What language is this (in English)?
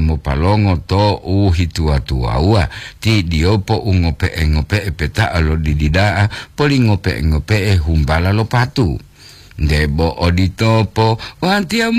Gorontalo